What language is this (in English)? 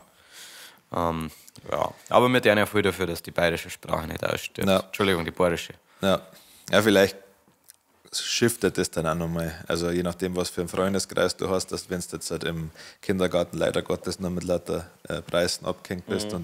Bavarian